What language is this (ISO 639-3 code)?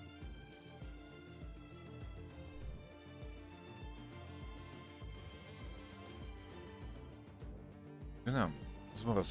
hun